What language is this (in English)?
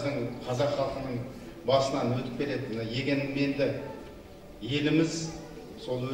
Kazakh